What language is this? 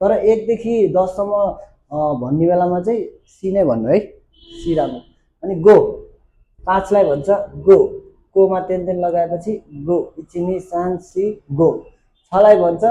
Nepali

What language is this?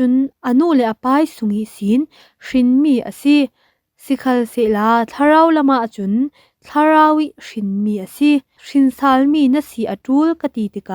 Falam Chin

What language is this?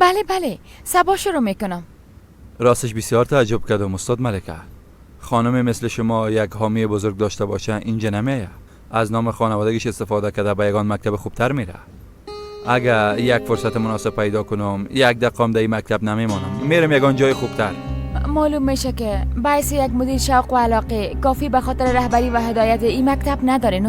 Persian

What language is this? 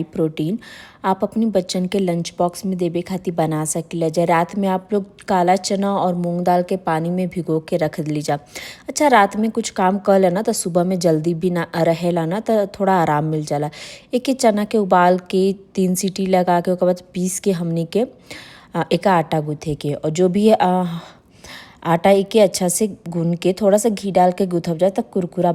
Bhojpuri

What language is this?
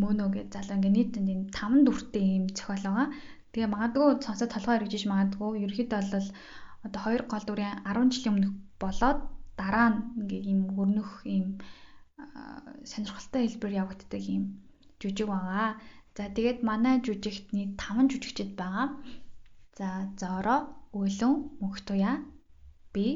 Mongolian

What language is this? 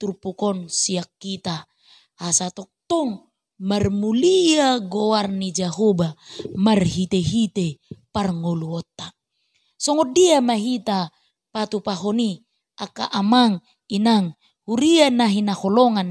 Batak Toba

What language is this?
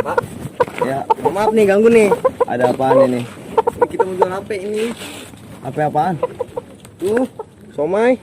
Betawi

